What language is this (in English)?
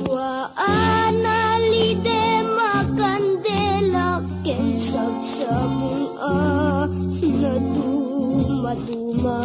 Iloko